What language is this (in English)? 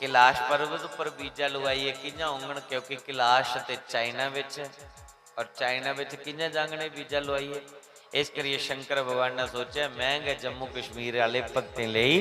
Dogri